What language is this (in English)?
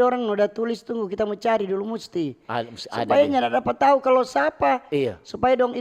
Manado Malay